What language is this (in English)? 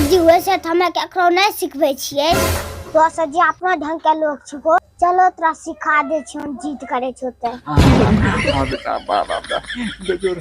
Angika